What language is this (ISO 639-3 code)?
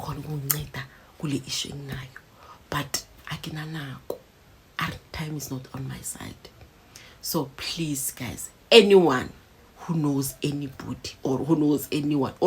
zul